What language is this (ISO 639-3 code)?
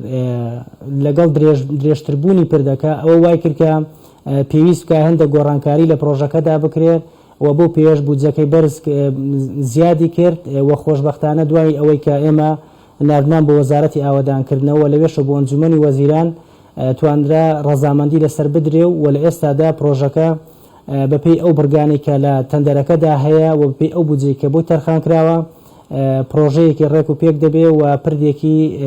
ckb